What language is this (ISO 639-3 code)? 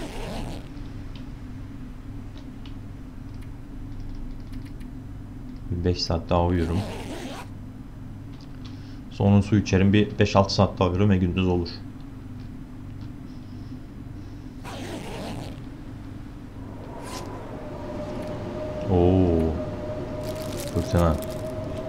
tur